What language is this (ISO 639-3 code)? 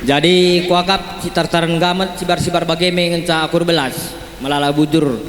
btx